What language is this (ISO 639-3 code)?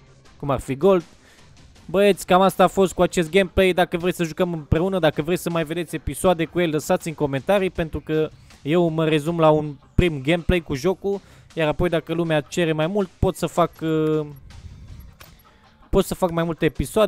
ron